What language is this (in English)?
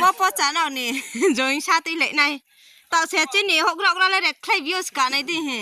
Riang (India)